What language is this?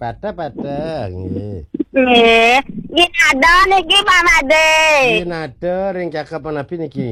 Balinese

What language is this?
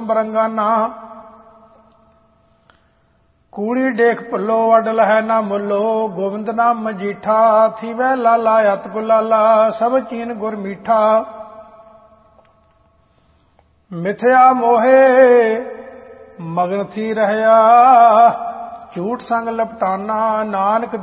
Punjabi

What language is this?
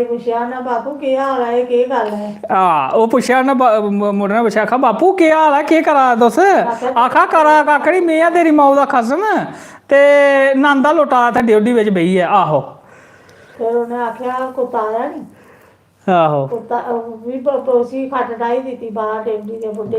Dogri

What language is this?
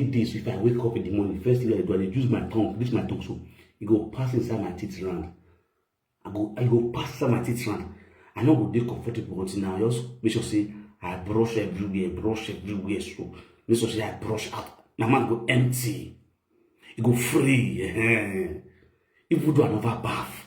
Nigerian Pidgin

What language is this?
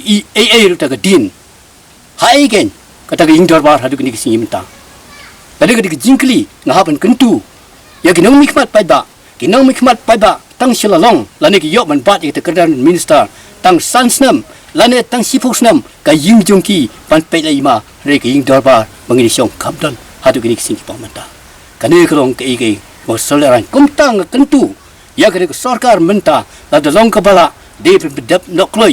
Khasi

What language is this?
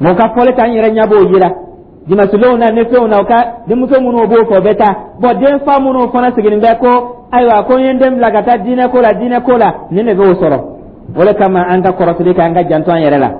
Dyula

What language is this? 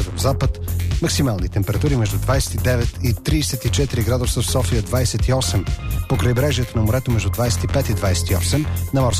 Bulgarian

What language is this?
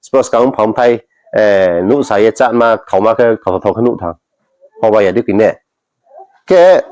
Riang (India)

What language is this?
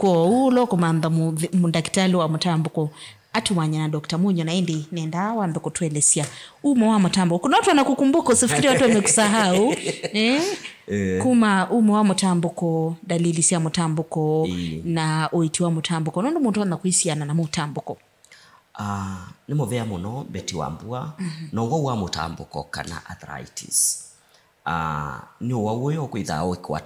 Kamba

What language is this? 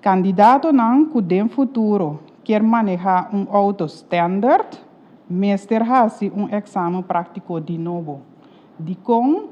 Papiamento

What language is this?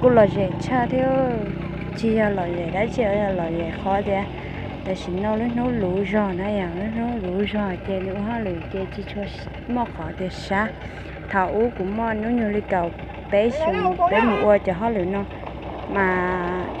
Hmong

